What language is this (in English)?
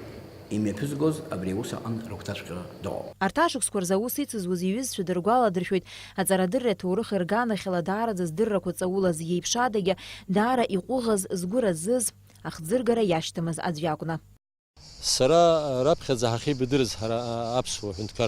Abkhazian